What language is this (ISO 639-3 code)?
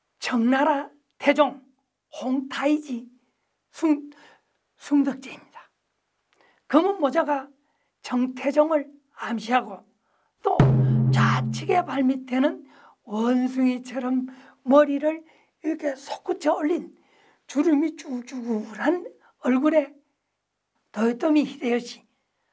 kor